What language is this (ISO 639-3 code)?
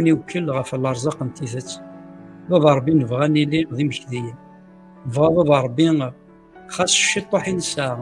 kab